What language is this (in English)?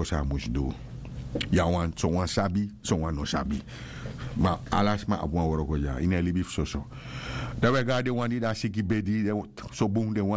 Sranan Tongo